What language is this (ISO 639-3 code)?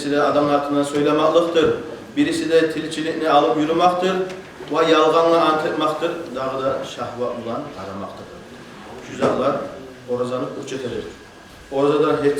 kum